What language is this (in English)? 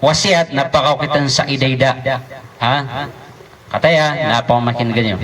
Maranao